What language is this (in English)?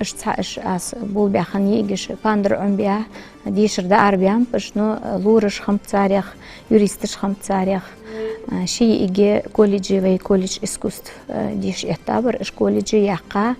Ingush